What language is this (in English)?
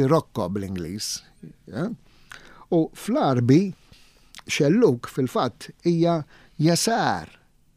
Maltese